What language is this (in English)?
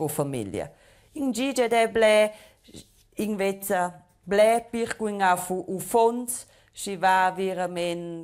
Romansh